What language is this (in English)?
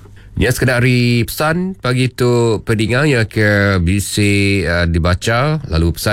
Iban